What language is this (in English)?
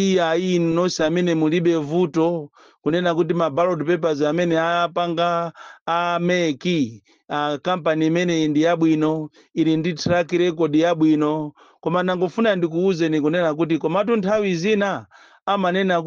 Nyanja